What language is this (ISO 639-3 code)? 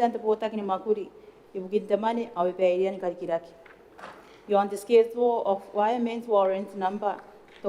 gil